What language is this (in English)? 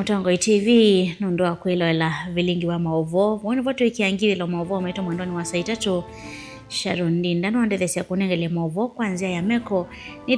Kamba